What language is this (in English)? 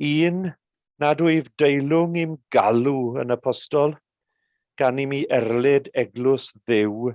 Welsh